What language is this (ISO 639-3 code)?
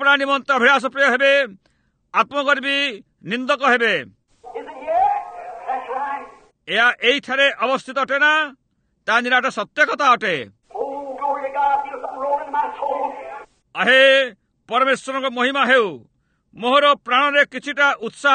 ori